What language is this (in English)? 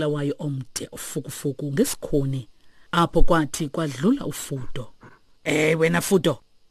Xhosa